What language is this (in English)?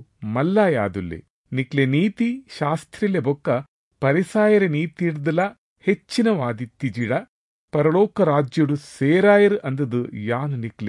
Tulu